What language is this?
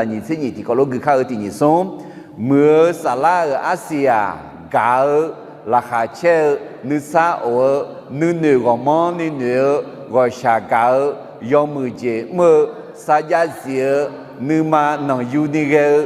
Akha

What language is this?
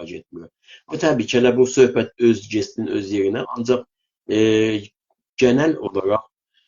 South Azerbaijani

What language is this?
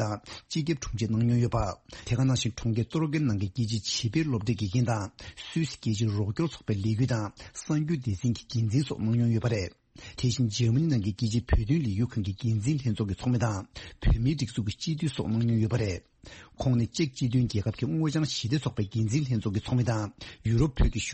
Tibetan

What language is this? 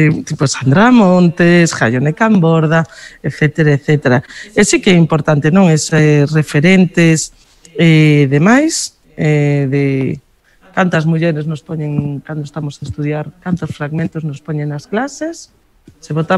Galician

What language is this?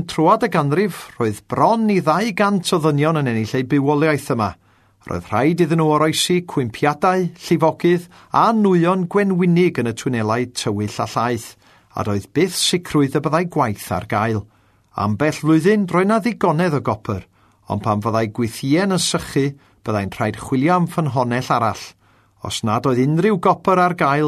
Welsh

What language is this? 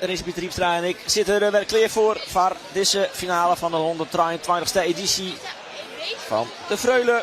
Western Frisian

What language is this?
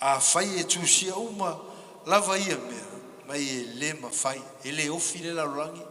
Samoan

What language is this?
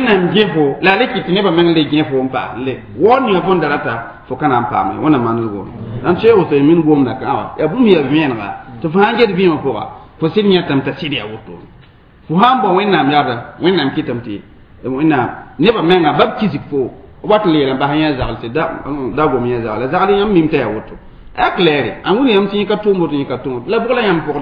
Mossi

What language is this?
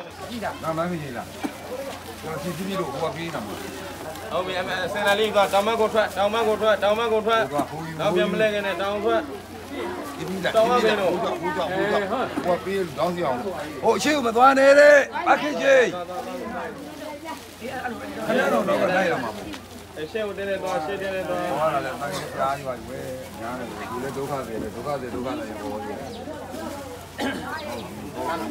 Burmese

